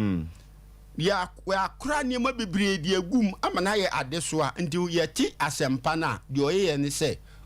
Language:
Akan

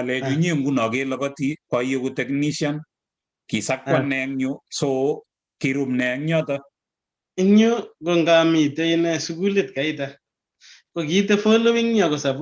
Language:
Kalenjin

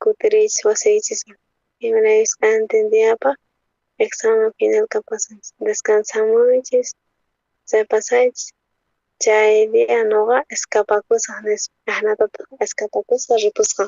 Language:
South Bolivian Quechua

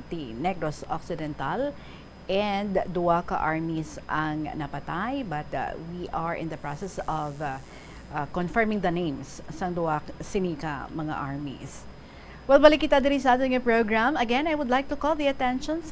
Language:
Hiligaynon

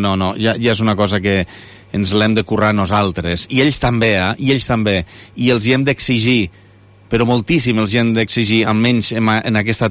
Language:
Catalan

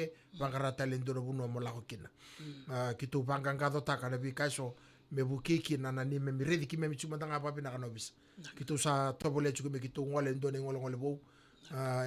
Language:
Fijian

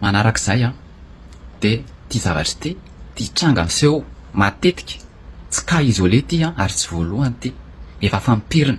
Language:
Malagasy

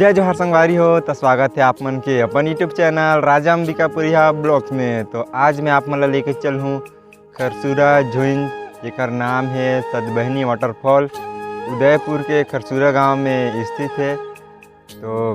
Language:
Chhattisgarhi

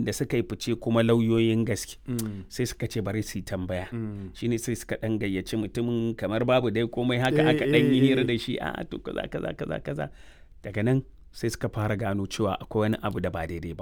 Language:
Hausa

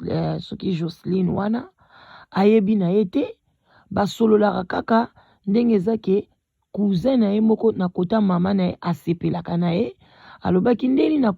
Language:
Lingala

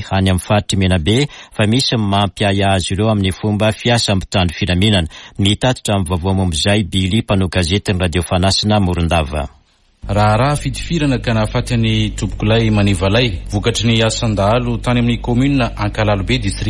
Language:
Malagasy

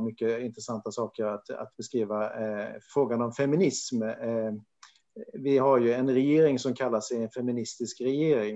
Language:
Swedish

